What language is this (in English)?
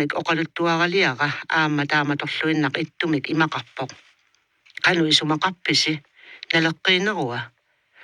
Kalaallisut